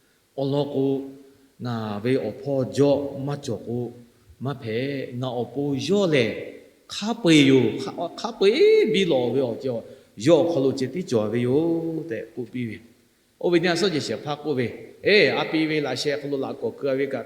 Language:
Lahu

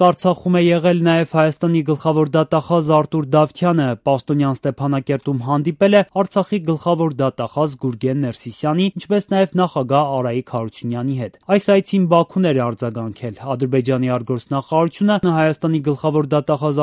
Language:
Armenian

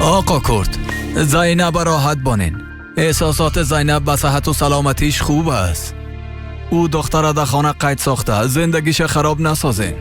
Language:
Persian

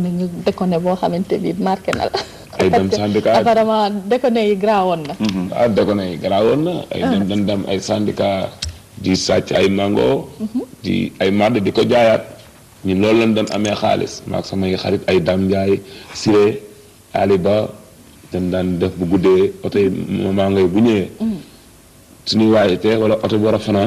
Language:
Wolof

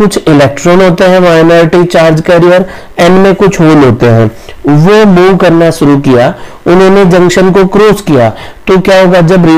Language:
Hindi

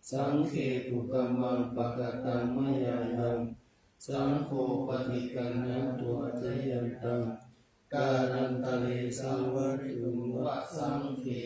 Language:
Pali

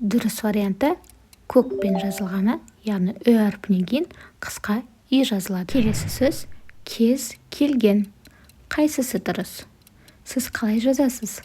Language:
Kazakh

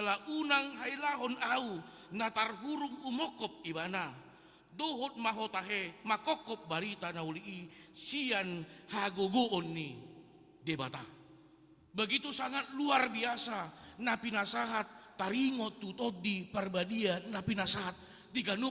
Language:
Batak Toba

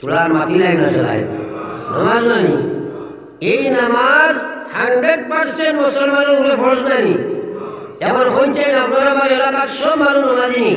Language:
Sylheti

